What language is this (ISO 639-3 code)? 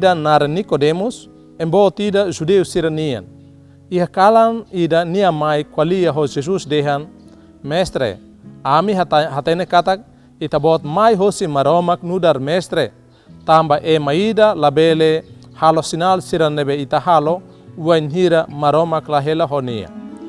tet